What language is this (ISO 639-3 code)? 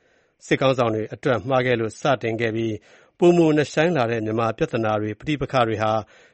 mya